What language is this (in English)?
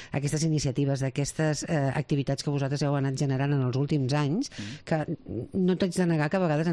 Catalan